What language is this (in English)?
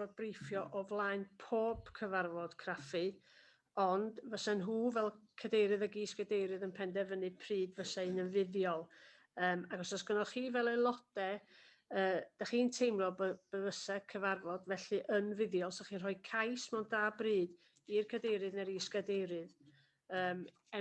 Welsh